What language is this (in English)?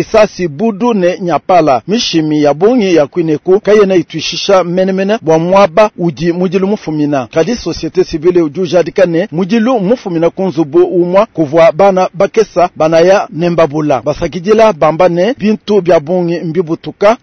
Luba-Lulua